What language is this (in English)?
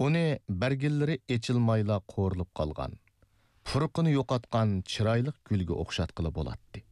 Uyghur